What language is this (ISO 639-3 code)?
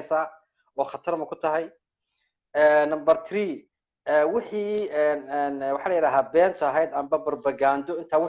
som